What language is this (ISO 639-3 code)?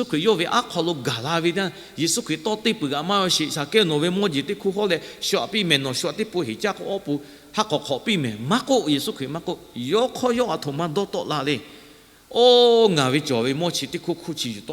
lhu